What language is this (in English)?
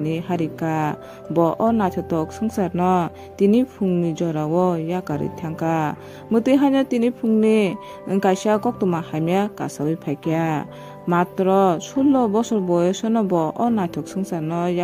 Kok Borok